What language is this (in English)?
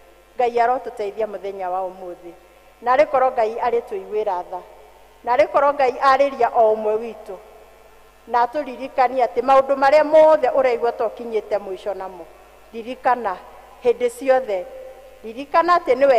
Kikuyu